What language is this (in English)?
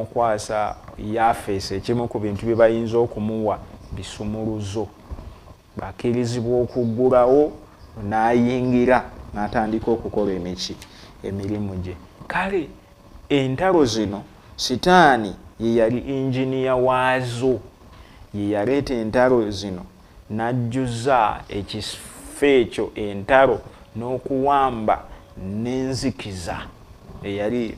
Ganda